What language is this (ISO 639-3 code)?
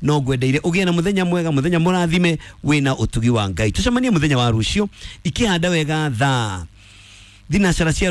kik